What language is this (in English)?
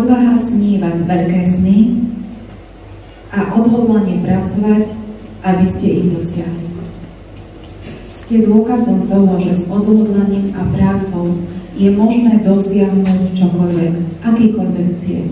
Slovak